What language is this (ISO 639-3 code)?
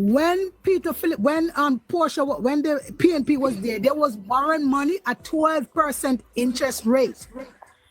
jam